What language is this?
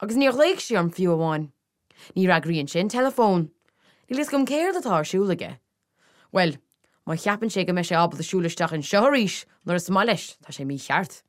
Irish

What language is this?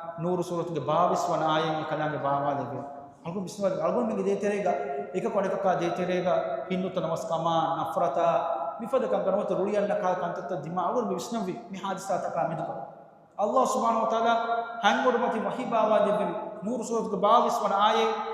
Divehi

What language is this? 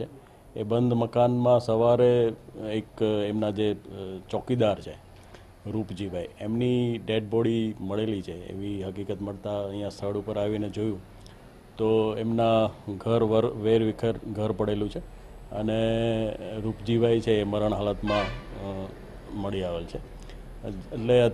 Gujarati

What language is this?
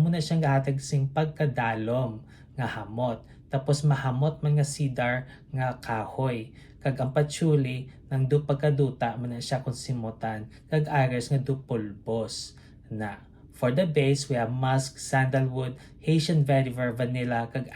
Hiligaynon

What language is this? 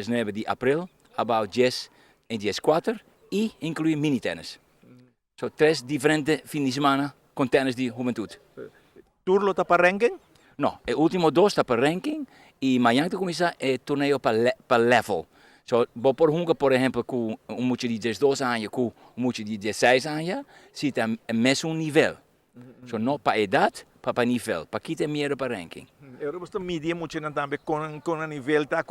Papiamento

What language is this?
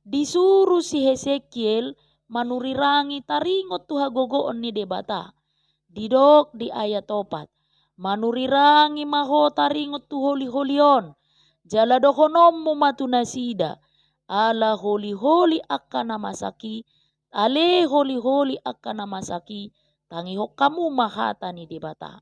Batak Toba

